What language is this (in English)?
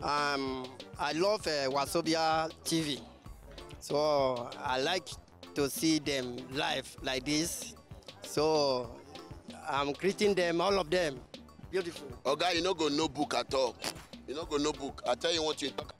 Nigerian Pidgin